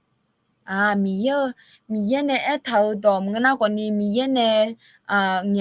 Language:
Akha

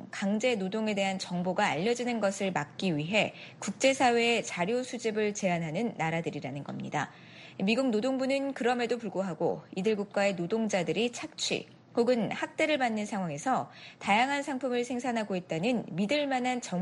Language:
Korean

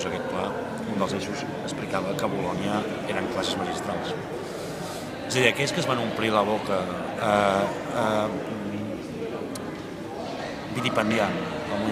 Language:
Catalan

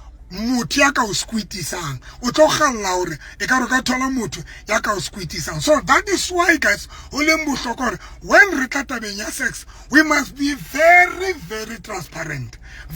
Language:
Southern Sotho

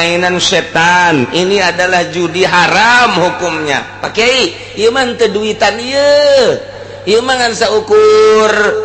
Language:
Sundanese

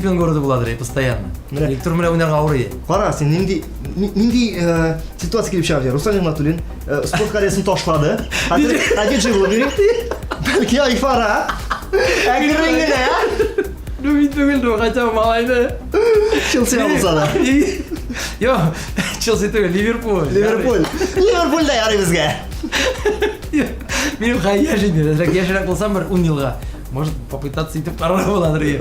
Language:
Tatar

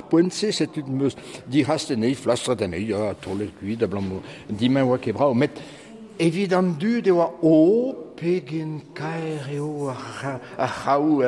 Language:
Breton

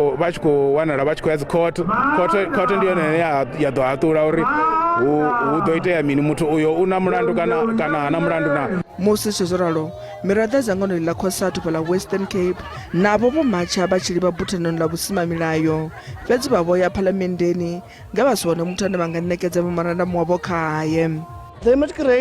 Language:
Venda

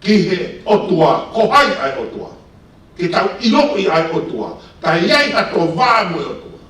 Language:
Tongan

